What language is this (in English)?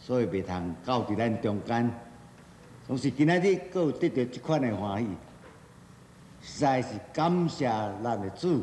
Min Nan Chinese